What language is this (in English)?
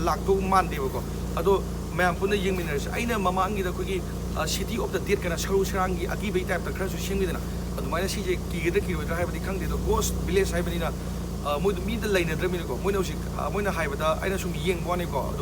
Manipuri